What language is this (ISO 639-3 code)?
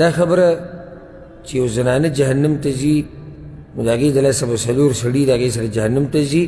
pus